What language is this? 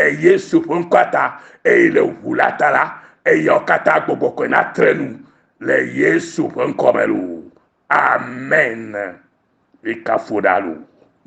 Ewe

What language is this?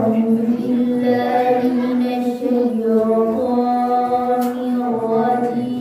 Minangkabau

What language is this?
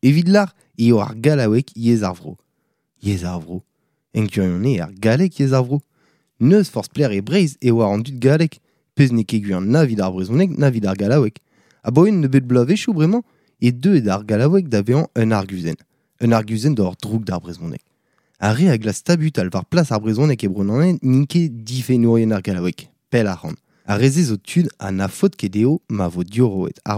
Breton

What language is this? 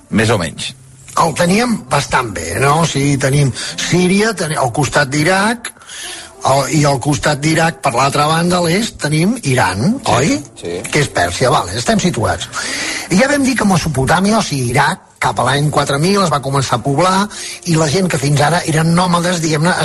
Catalan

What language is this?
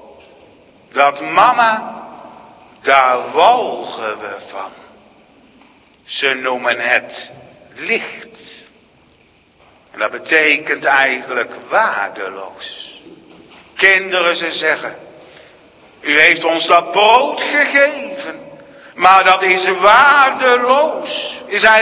Dutch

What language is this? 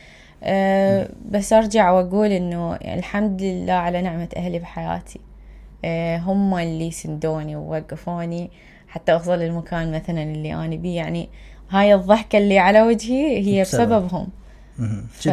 Mesopotamian Arabic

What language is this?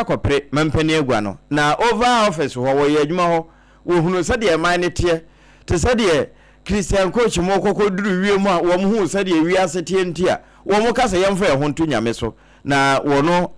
Akan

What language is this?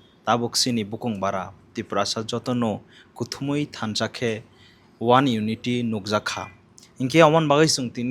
Kok Borok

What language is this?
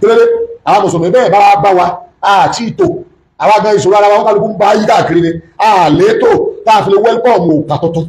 Yoruba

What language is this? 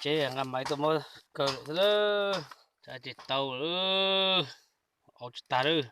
Hmong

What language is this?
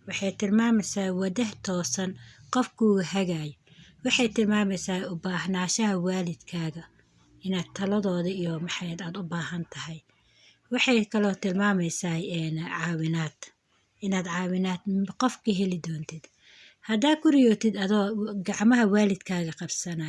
Somali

